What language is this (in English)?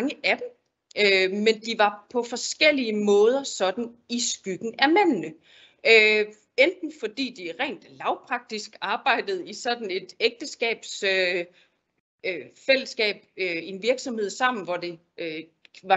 Danish